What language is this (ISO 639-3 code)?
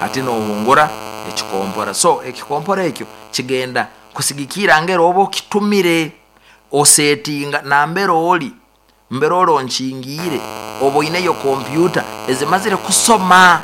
nyo